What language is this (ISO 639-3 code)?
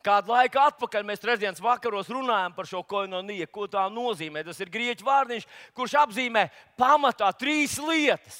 lav